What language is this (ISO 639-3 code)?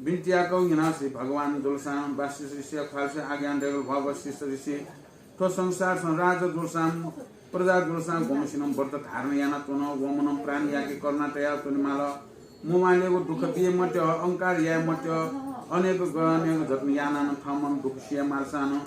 new